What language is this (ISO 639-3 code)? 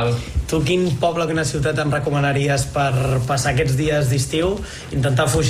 cat